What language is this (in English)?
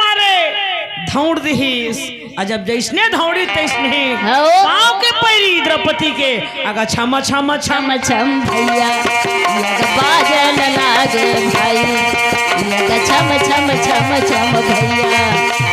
Chhattisgarhi